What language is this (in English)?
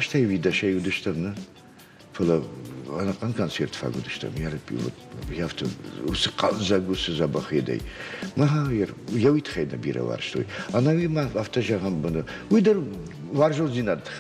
Ossetic